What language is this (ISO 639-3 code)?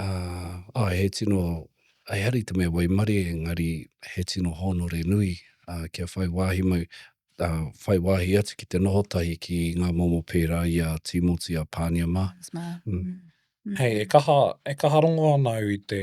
mri